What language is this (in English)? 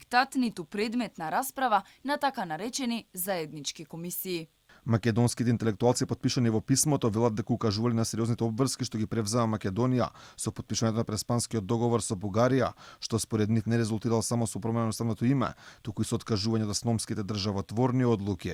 Macedonian